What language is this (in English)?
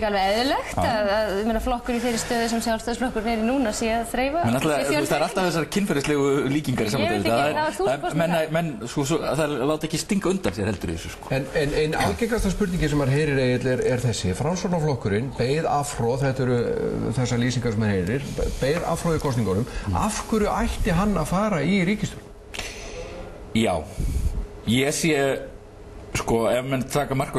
Icelandic